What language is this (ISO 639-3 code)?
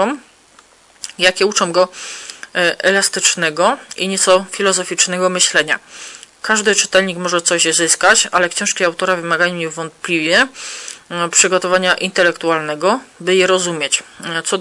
pol